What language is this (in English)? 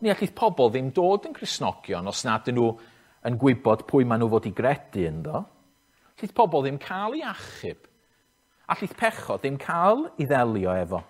Welsh